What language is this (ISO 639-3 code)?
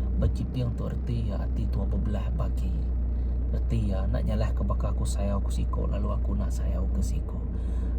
iba